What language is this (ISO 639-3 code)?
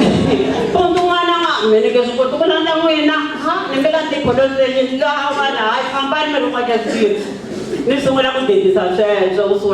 tso